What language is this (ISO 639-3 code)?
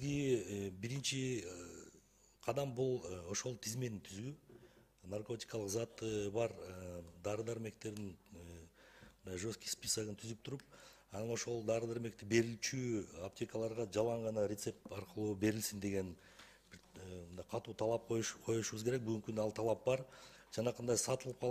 kir